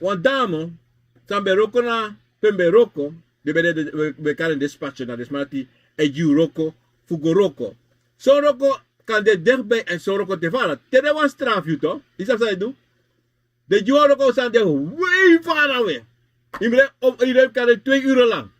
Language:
Sranan Tongo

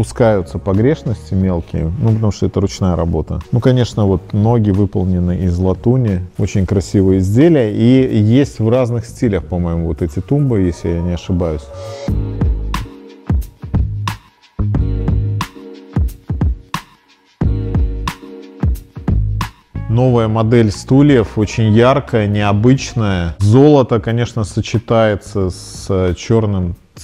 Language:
Russian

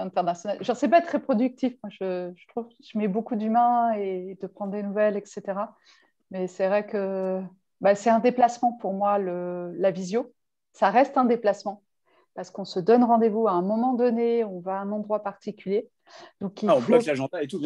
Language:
French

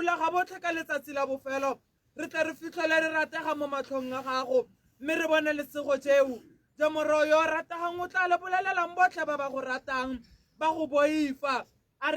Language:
Tswana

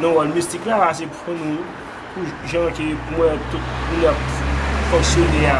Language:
Haitian Creole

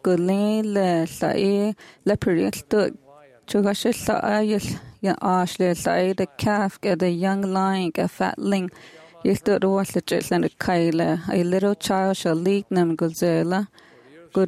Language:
English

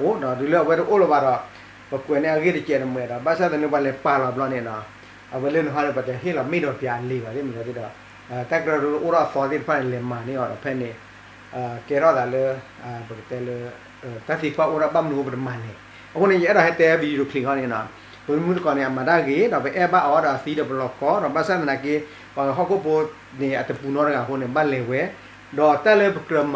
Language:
S'gaw Karen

